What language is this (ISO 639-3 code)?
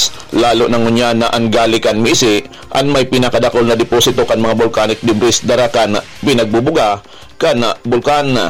bik